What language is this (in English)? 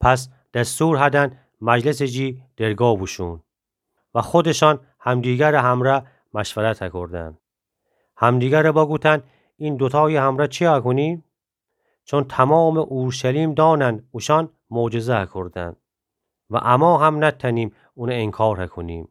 Gilaki